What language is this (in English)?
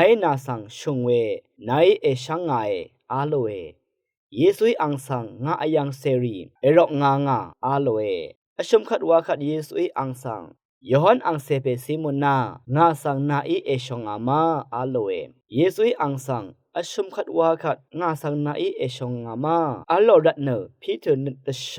Rawang